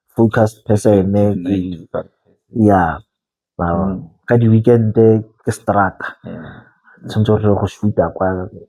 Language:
Tswana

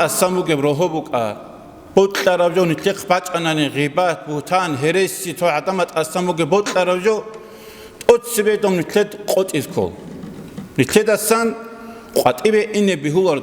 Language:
Avaric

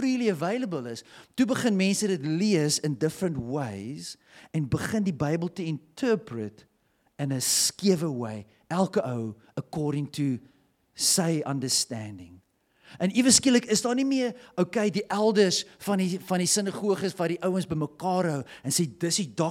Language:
Afrikaans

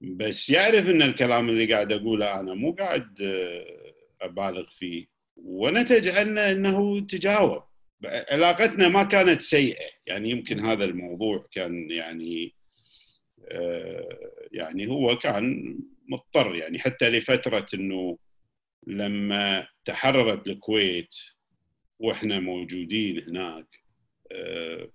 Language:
Gulf Arabic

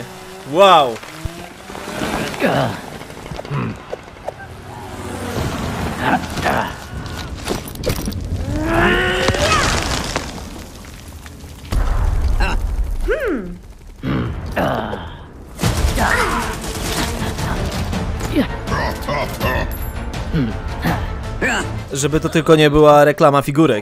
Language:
Polish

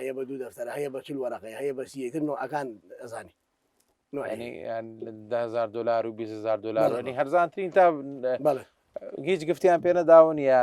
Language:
Central Kurdish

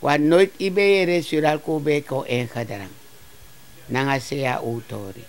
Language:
Sranan Tongo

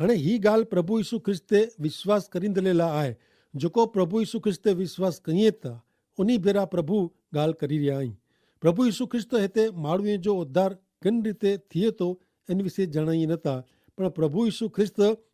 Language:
Kachhi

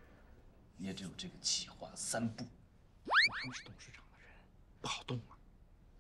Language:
Chinese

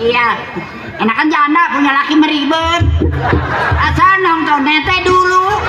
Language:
Betawi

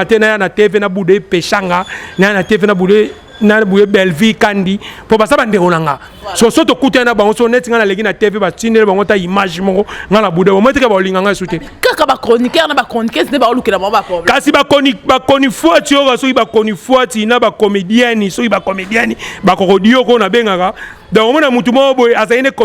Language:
Lingala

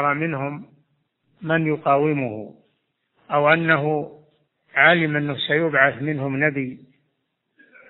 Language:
Arabic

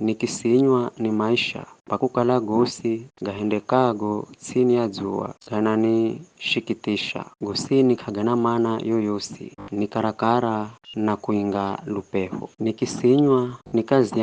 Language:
Giryama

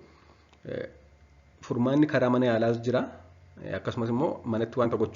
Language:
Oromo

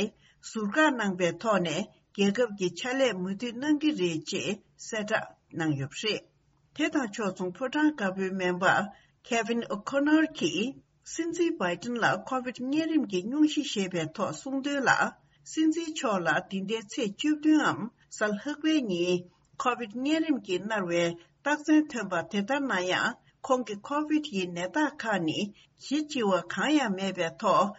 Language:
Tibetan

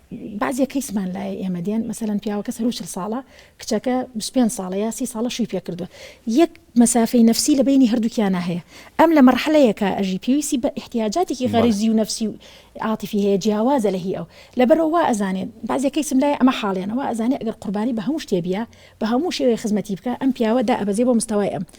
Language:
Central Kurdish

